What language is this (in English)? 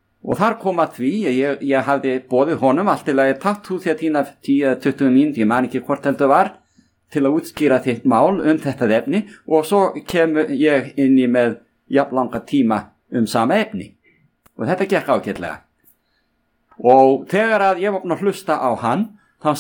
Icelandic